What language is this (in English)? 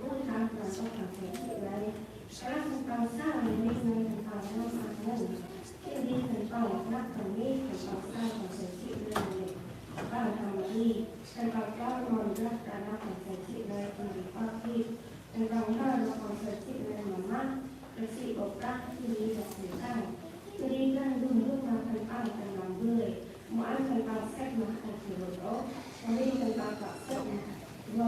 Central Mnong